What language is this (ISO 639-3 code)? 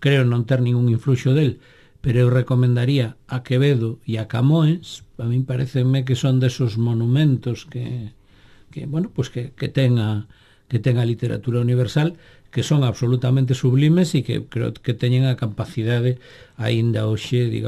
glg